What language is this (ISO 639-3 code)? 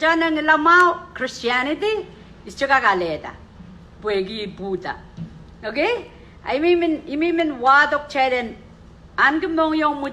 pon